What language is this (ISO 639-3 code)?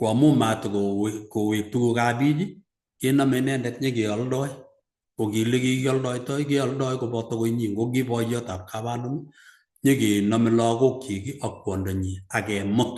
kln